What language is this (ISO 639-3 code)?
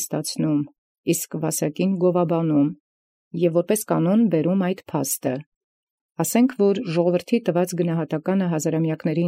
hye